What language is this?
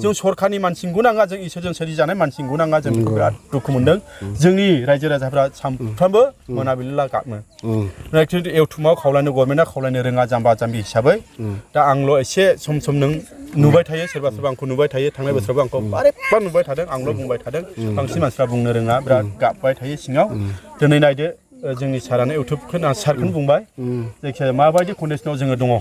Bodo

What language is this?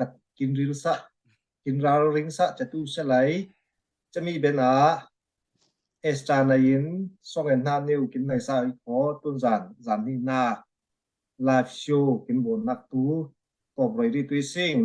Falam Chin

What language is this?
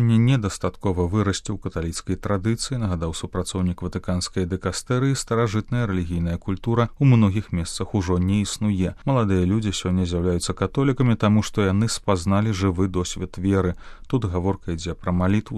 Belarusian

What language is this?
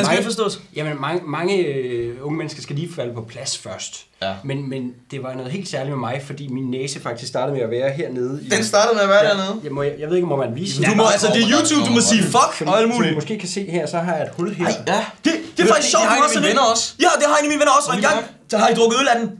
Danish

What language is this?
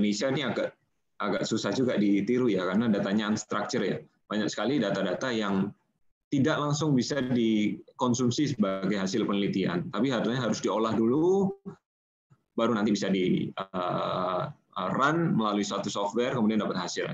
Indonesian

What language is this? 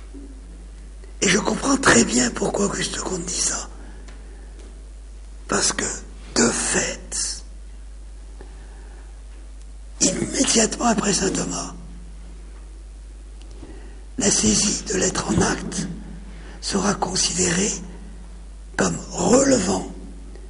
French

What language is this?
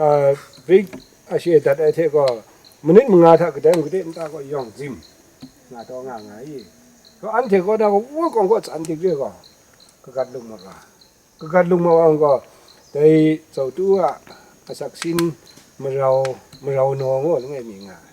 Kachin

